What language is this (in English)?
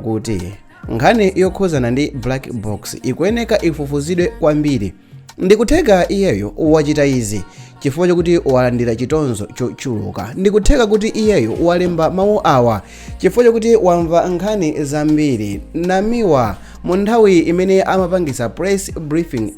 Nyanja